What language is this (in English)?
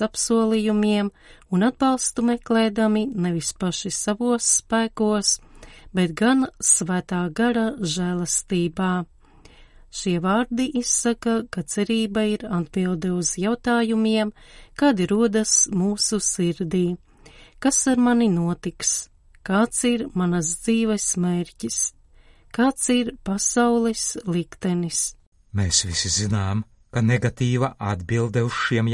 Latvian